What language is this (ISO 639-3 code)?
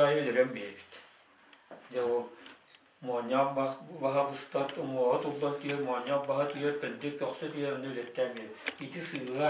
sah